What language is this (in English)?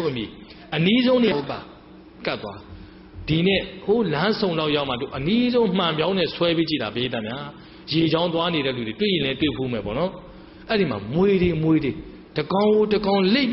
Burmese